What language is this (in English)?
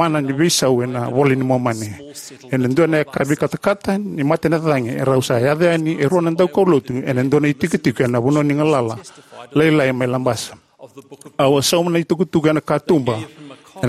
Fijian